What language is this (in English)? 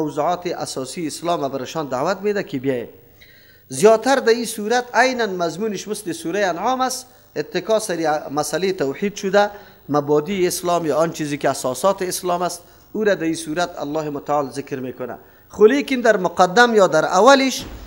Persian